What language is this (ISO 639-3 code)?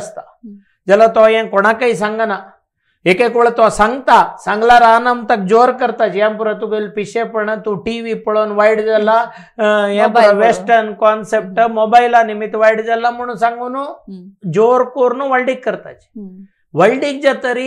kok